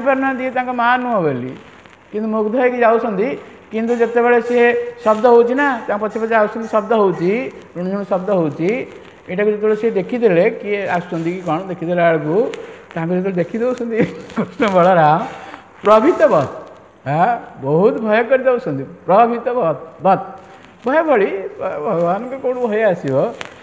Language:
Odia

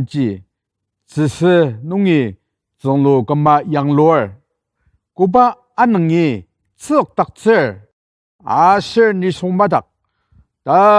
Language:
Ao Naga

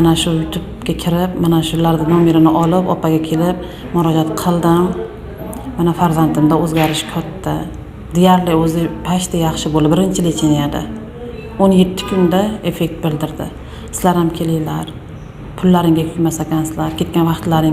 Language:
Uzbek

